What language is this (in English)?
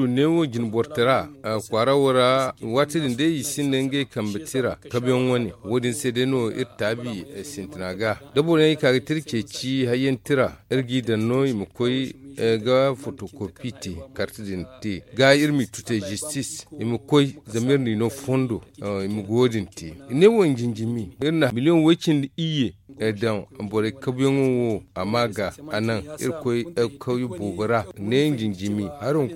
Zarma